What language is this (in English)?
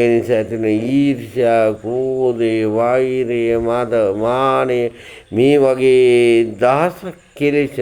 Sinhala